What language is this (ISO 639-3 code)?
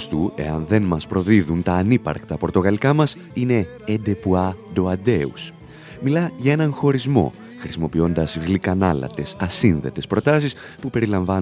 ell